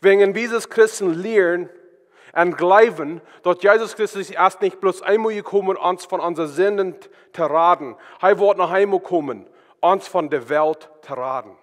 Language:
Plautdietsch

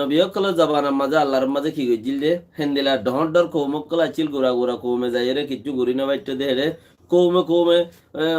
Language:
Rohingya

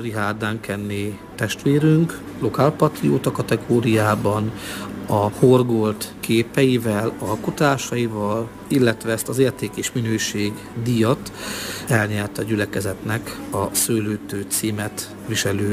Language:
Hungarian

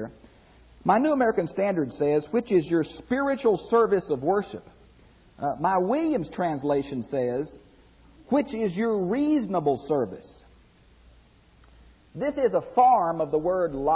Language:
English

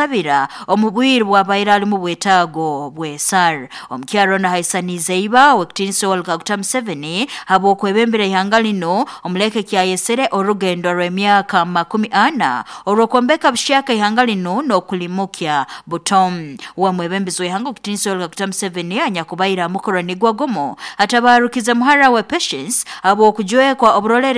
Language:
Nyoro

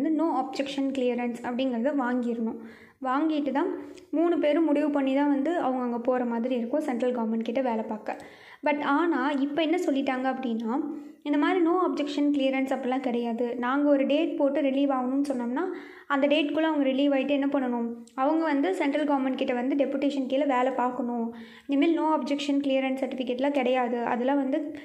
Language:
Tamil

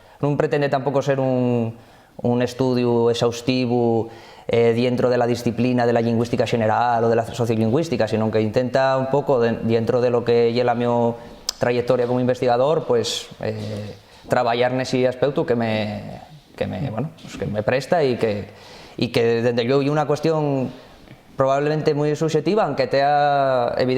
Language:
Asturian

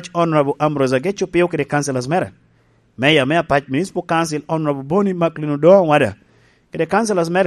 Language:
Lango (Uganda)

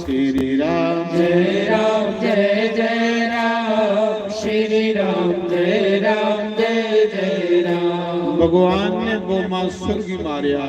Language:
Dogri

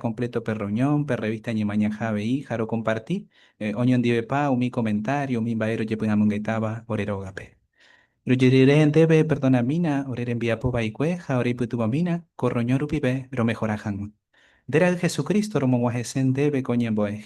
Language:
Guarani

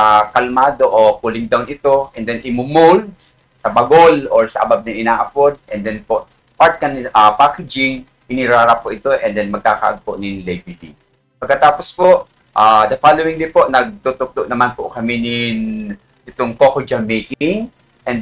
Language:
Bikol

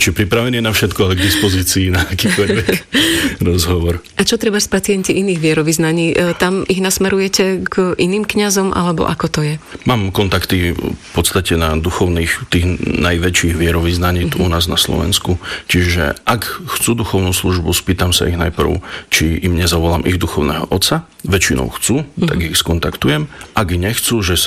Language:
Slovak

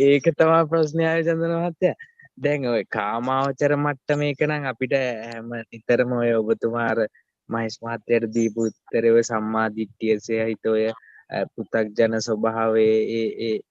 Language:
Sinhala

